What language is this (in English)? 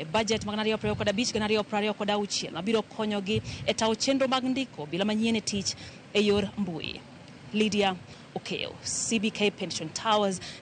Luo (Kenya and Tanzania)